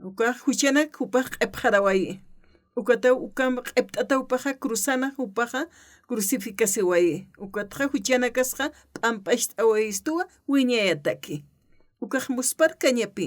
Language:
Aymara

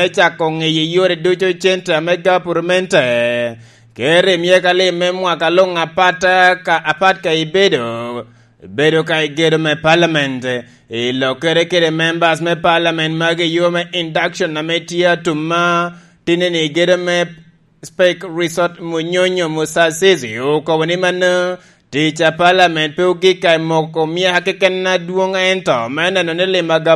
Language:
Lango (Uganda)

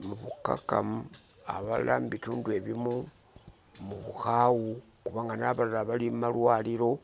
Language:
Ganda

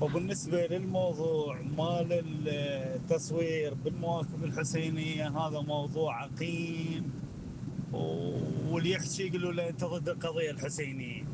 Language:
Mesopotamian Arabic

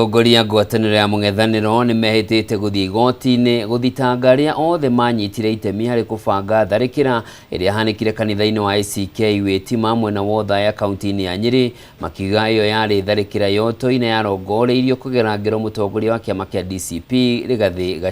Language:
Kikuyu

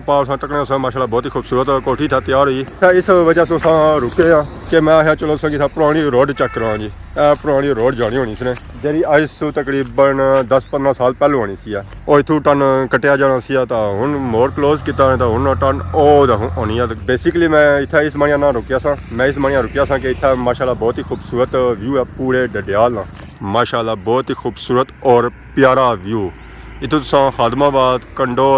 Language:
Pahari-Potwari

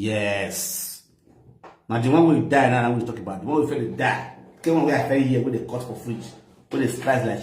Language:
Nigerian Pidgin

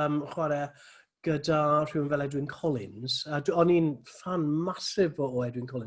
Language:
Welsh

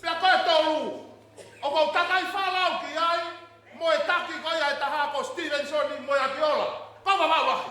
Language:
Tongan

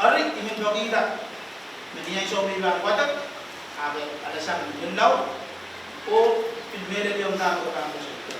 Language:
Pohnpeian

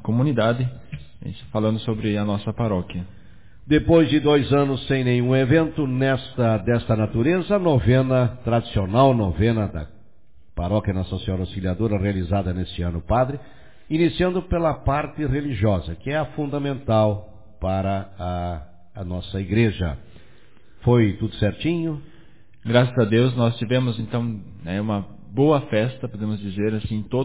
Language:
Portuguese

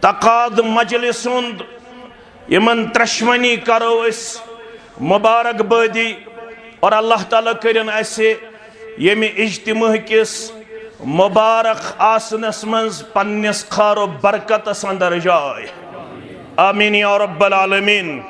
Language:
Kashmiri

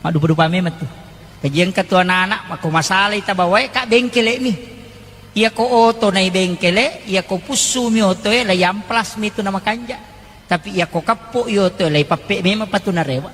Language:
Buginese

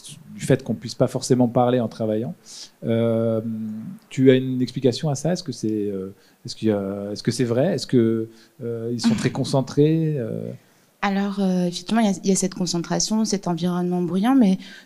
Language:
French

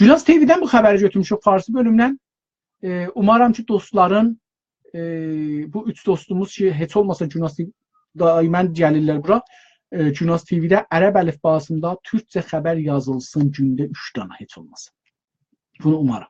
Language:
South Azerbaijani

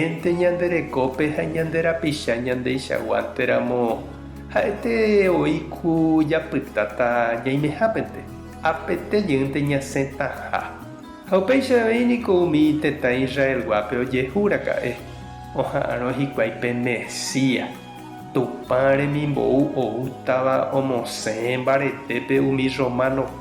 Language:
Guarani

